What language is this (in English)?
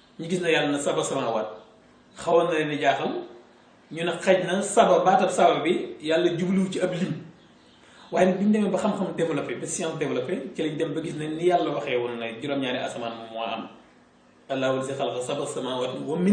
Wolof